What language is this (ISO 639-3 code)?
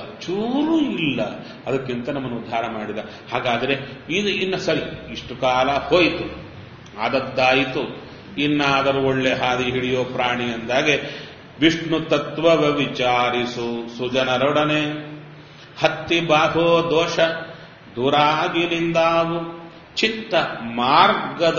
kan